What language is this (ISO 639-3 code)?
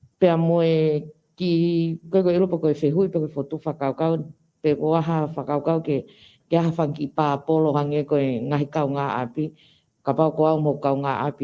ton